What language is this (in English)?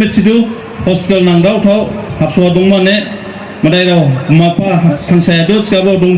Dimasa